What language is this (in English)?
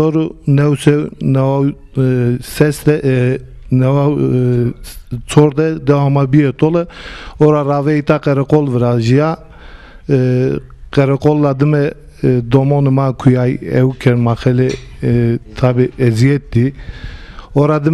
Zaza